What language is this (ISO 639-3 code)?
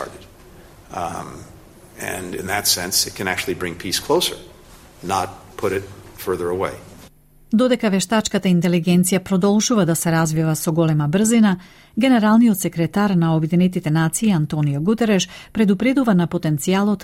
mkd